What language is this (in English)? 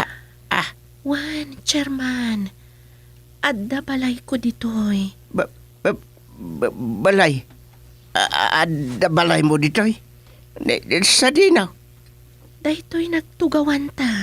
Iloko